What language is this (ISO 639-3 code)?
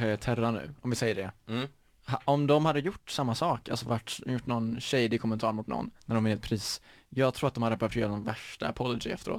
swe